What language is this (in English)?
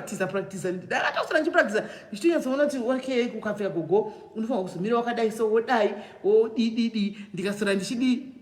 Shona